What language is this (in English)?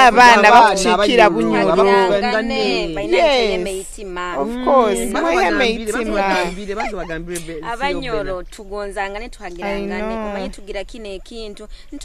Nyoro